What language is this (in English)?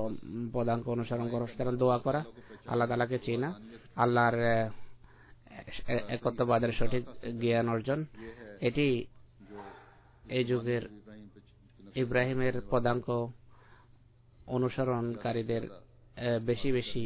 Bangla